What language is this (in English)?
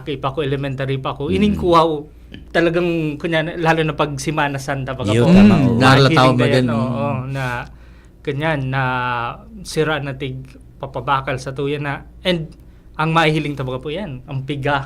Bikol